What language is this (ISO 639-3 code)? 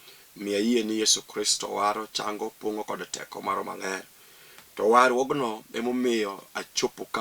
luo